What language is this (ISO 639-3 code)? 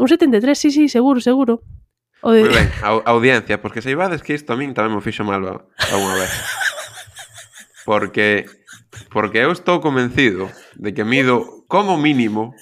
glg